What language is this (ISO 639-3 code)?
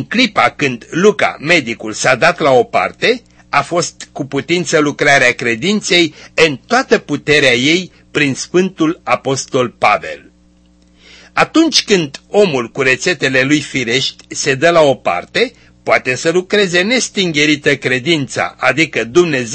ron